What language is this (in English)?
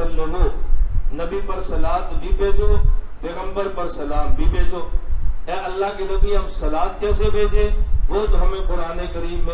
Urdu